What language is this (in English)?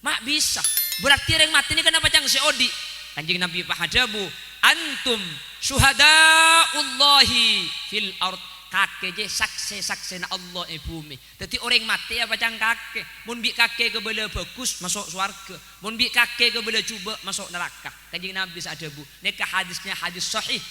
Madurese